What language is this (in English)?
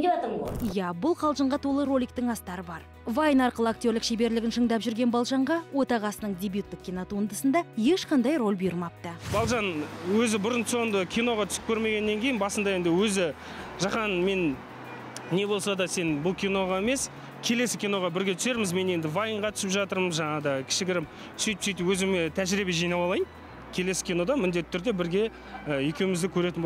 Kazakh